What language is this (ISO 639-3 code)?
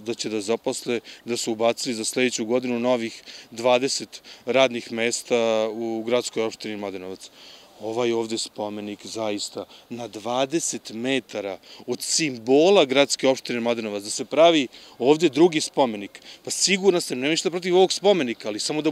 srp